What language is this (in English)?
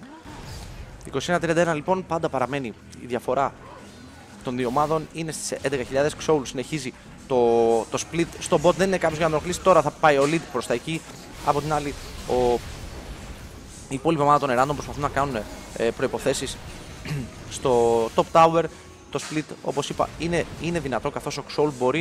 Greek